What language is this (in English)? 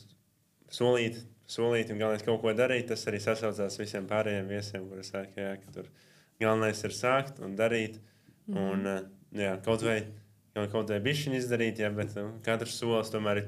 Latvian